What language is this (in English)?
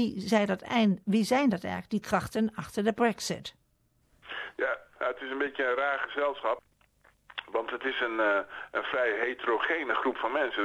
Dutch